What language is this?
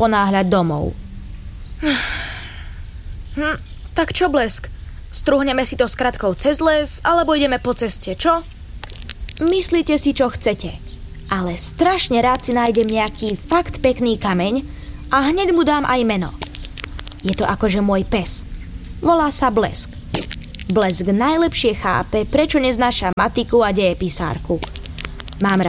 Slovak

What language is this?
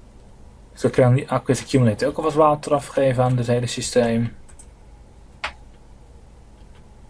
Dutch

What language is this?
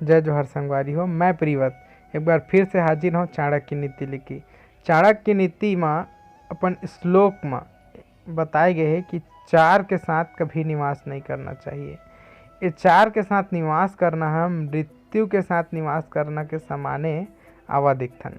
Chhattisgarhi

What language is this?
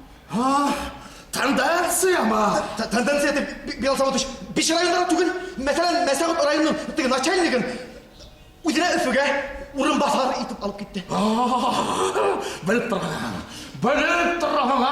Bashkir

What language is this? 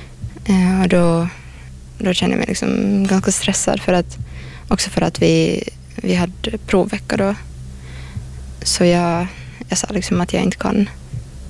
Swedish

